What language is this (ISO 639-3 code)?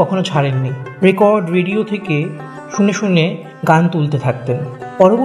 ben